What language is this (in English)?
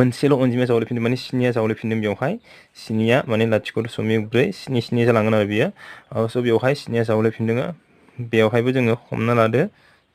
Bodo